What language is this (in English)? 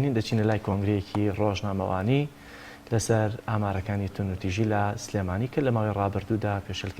Central Kurdish